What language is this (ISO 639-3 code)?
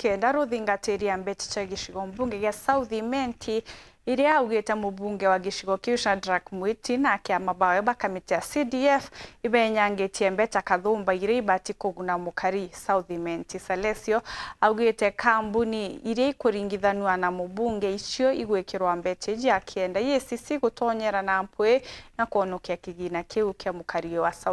mer